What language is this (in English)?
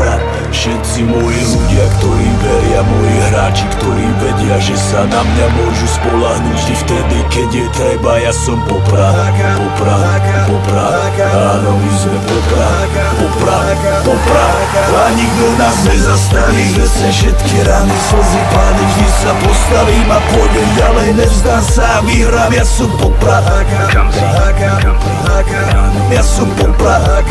Slovak